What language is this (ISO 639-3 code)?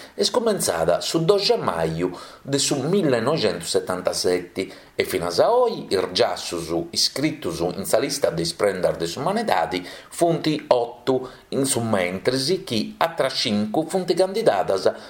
srd